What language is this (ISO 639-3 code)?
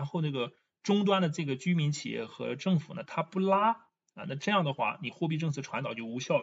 zho